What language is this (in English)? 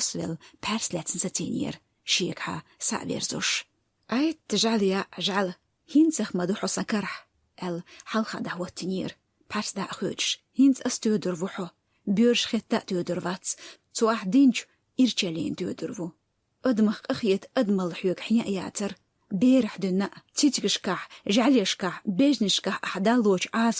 Chechen